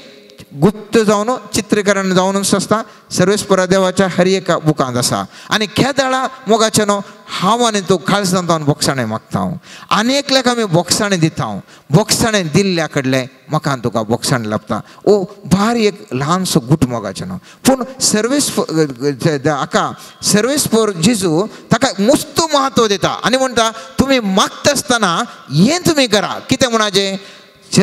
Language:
Konkani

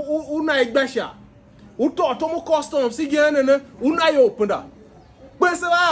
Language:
Tiv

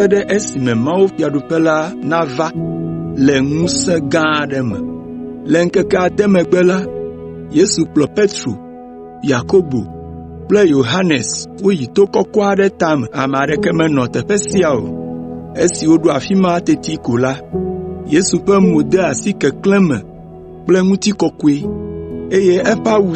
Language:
Ewe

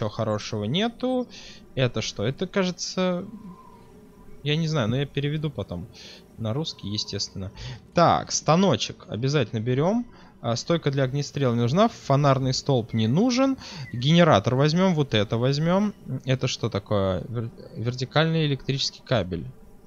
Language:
Russian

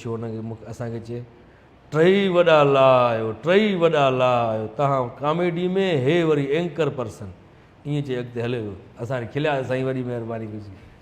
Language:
Sindhi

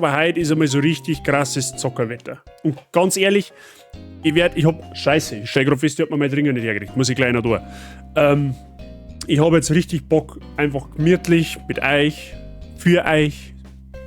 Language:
Bavarian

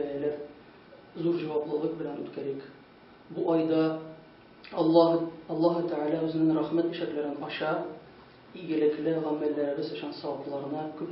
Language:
Tatar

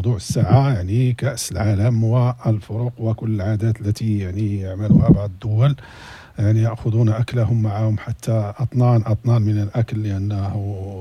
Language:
Moroccan Arabic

